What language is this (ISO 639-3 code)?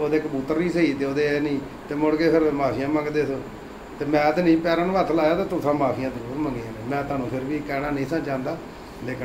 pan